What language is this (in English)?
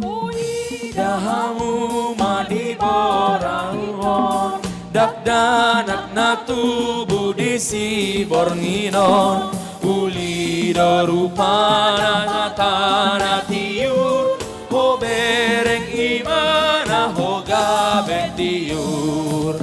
Batak Toba